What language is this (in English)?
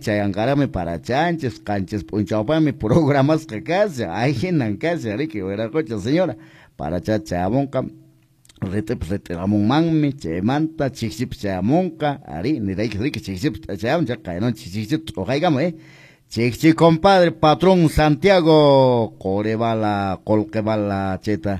Quechua